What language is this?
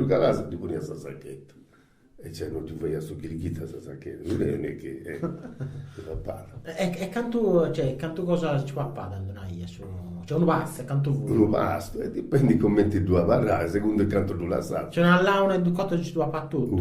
Sardinian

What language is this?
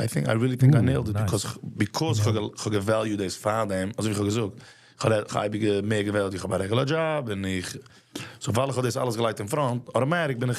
Yiddish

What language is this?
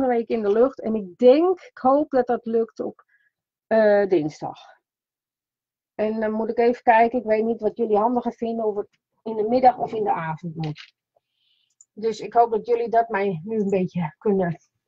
Dutch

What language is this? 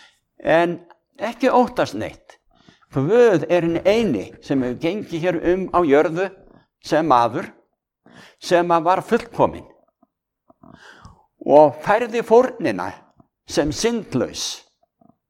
Icelandic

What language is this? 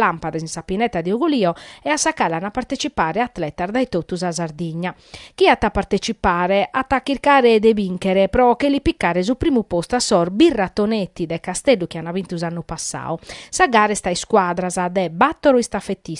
Sardinian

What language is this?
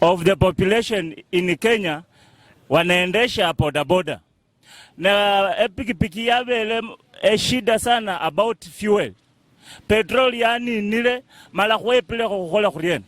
Luyia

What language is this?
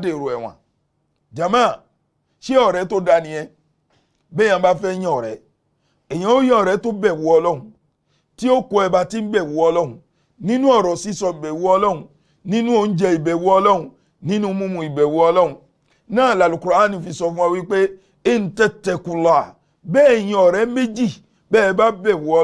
Yoruba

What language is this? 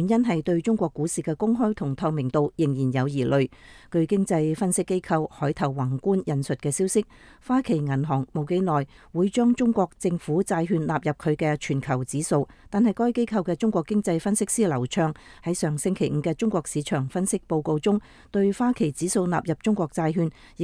Cantonese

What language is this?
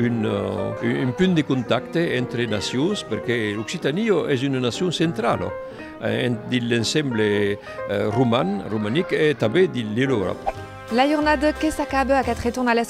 Occitan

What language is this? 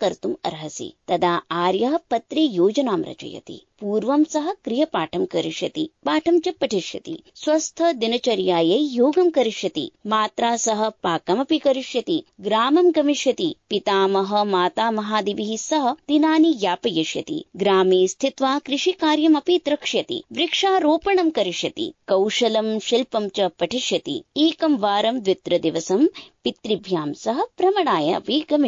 Sanskrit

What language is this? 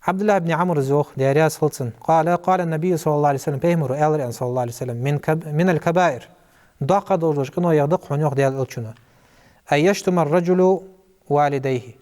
Ingush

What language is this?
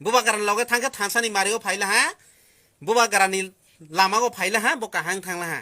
Kok Borok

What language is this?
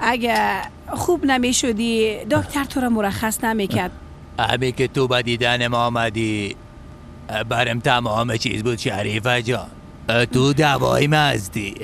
Persian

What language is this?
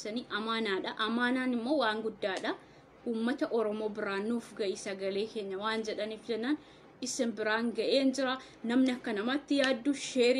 Oromo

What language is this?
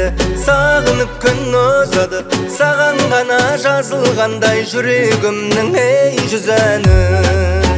Kazakh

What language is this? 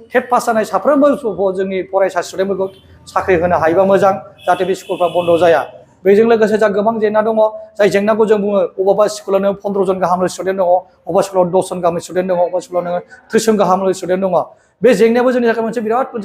Bodo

